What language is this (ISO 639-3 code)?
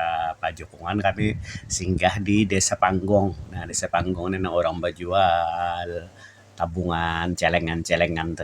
bjn